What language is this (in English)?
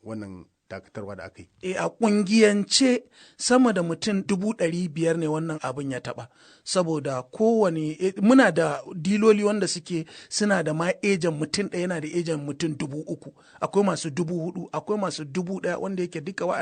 Hausa